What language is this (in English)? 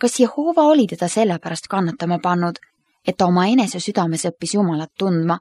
Estonian